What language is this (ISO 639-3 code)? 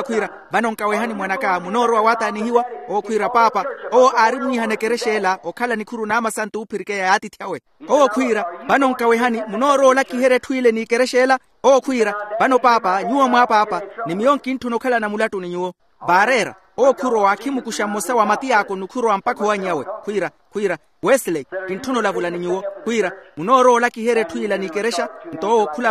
vmw